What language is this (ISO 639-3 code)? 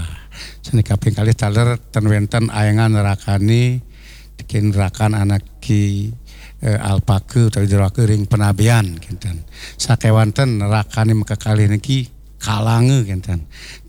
ban